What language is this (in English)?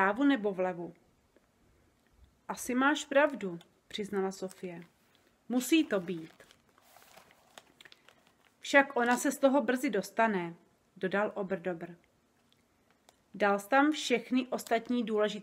Czech